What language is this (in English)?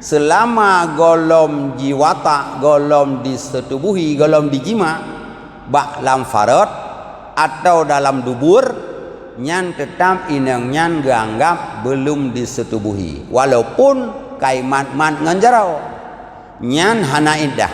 Achinese